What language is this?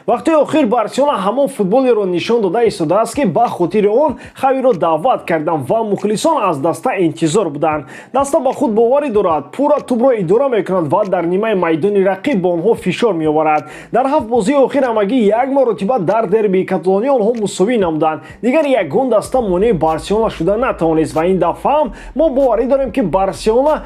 Tajik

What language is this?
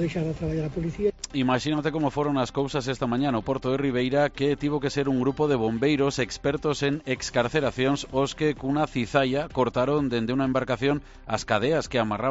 Galician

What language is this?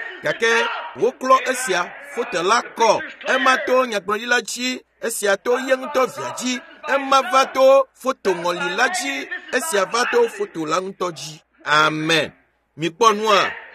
Ewe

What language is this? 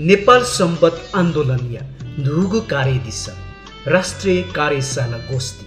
Newari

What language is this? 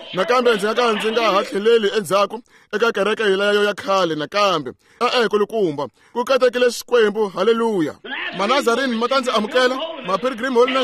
Tsonga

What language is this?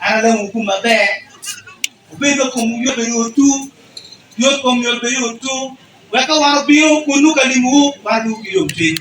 Acoli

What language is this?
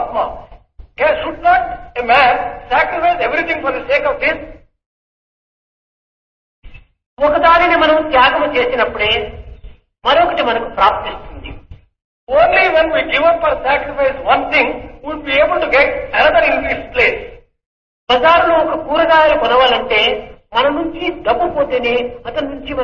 Telugu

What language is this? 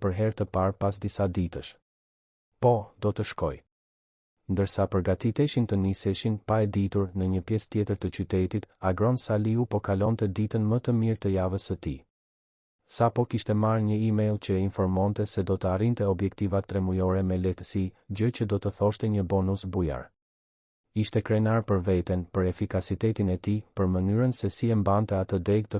Albanian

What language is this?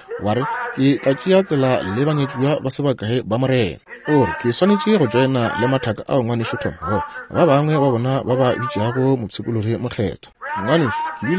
Northern Sotho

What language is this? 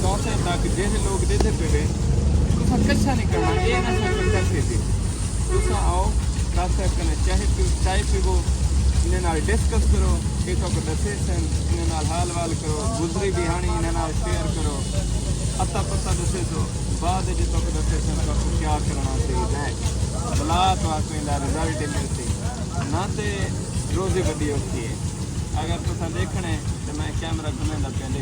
Saraiki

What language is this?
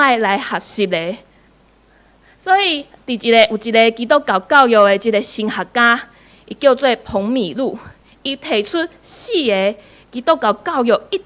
Min Nan Chinese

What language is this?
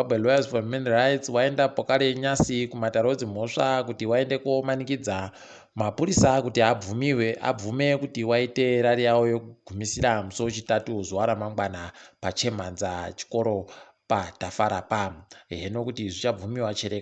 Ndau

